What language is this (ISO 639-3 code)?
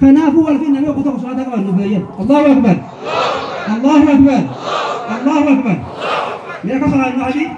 orm